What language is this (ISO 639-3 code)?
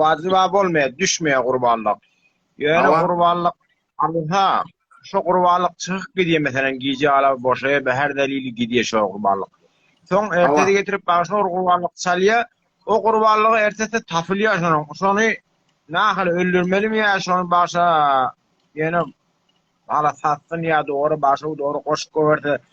tuk